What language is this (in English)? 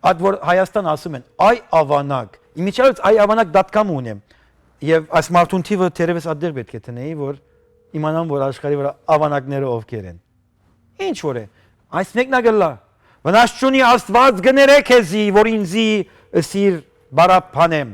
Western Armenian